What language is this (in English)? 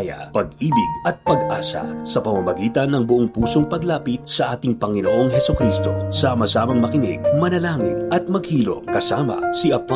Filipino